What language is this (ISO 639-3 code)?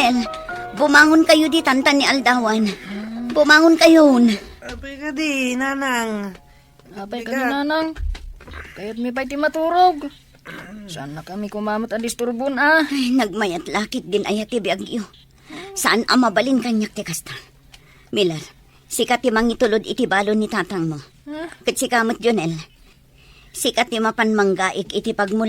ilo